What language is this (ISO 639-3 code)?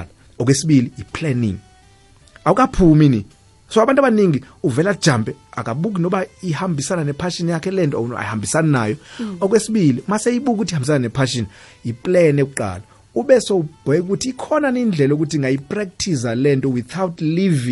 nbl